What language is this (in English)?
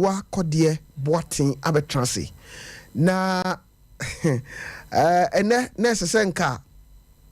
Akan